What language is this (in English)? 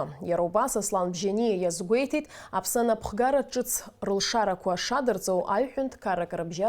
Abkhazian